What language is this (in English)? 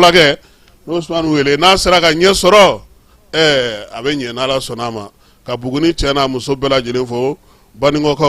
Bambara